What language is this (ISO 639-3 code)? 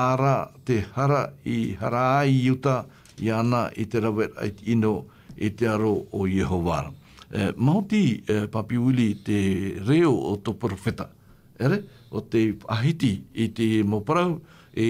tah